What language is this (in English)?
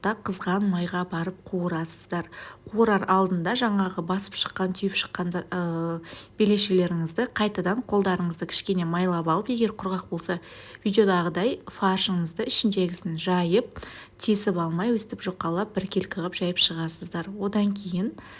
Kazakh